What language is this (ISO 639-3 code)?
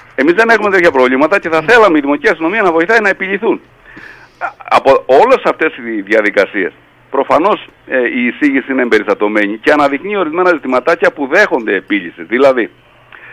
ell